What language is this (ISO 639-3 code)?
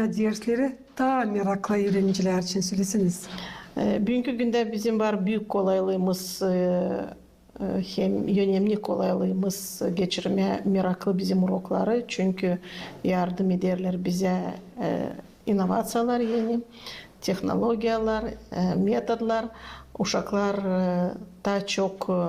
gag